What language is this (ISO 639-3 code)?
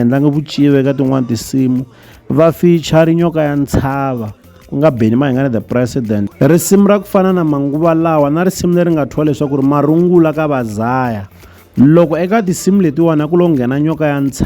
tso